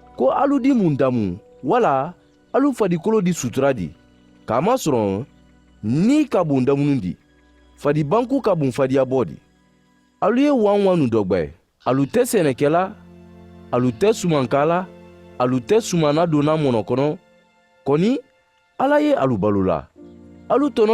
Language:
Mandingo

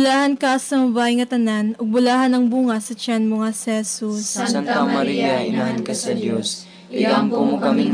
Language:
Cebuano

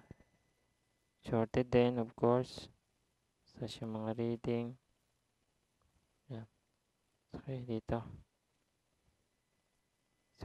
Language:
Filipino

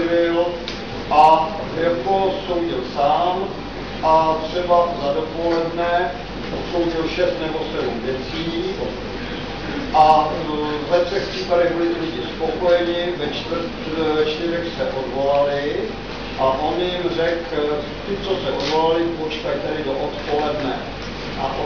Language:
Czech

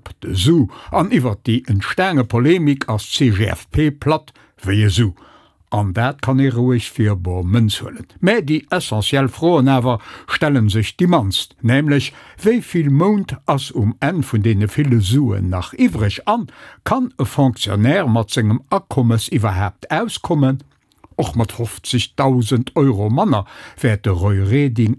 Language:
Luxembourgish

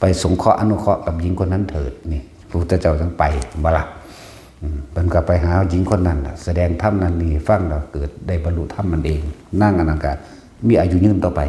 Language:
Northeastern Thai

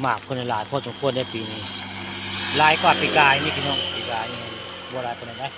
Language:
Northeastern Thai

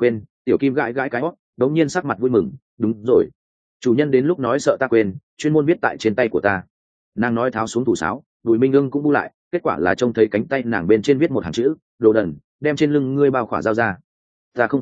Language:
Vietnamese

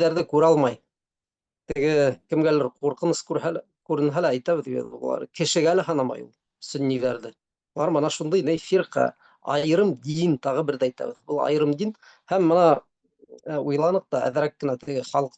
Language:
Bashkir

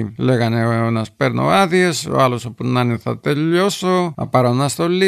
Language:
Greek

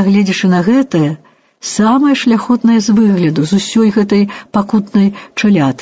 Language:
Belarusian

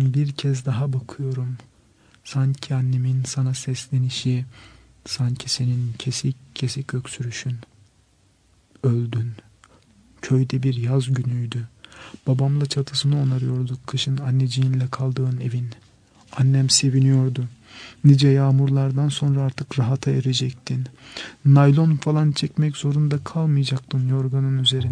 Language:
Turkish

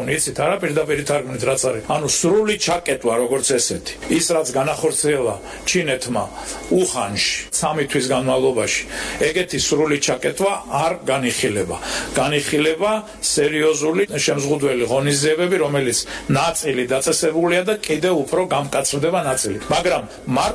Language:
Georgian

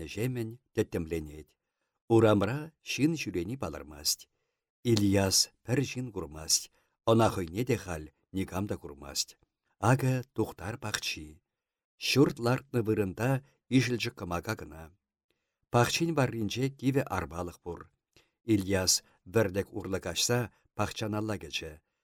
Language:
Chuvash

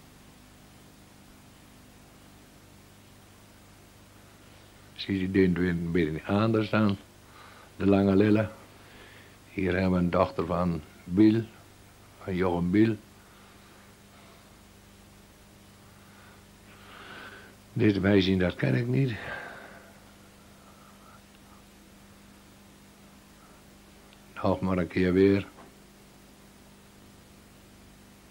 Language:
Dutch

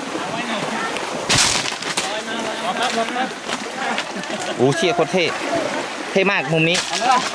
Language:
Thai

